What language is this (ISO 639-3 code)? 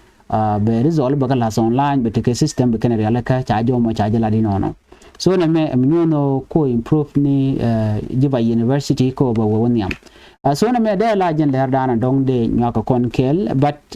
nus